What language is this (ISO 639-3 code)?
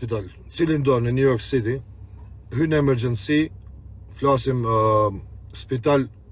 sqi